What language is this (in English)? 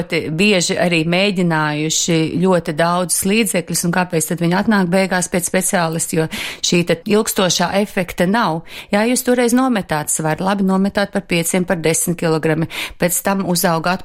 Latvian